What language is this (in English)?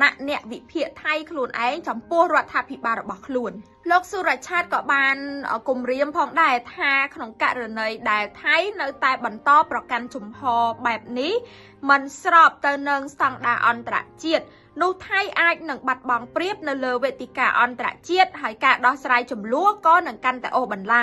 Khmer